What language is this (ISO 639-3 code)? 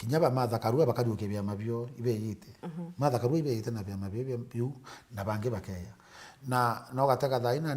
mer